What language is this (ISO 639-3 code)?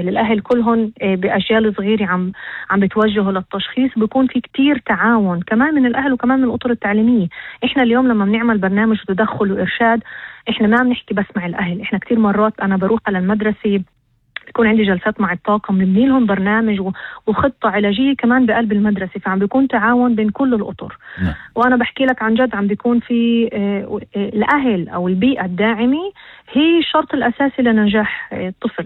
apc